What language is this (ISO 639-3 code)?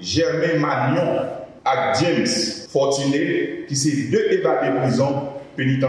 hat